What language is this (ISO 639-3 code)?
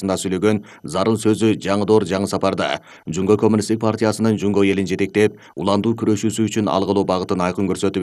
kir